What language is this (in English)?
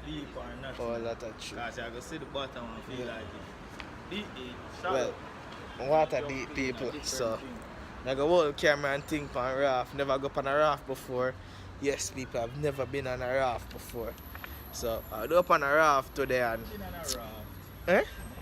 Jamaican Creole English